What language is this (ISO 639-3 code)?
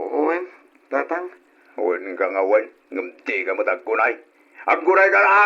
ilo